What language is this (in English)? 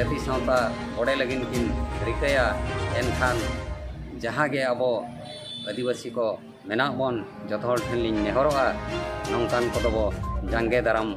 Santali